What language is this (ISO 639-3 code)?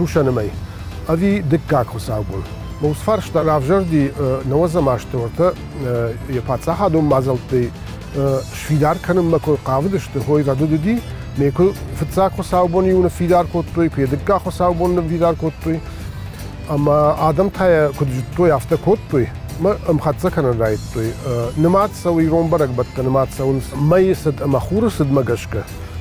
oss